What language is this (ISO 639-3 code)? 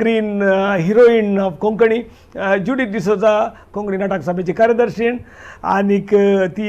kok